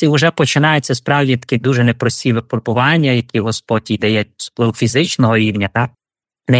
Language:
Ukrainian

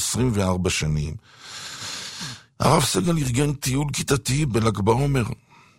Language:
Hebrew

